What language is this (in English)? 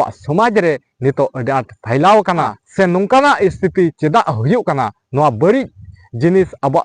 Santali